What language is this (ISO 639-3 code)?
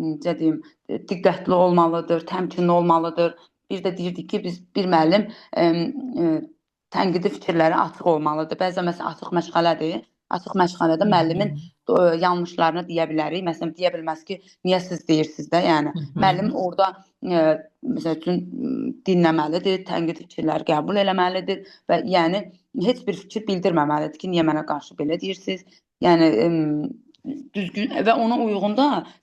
aze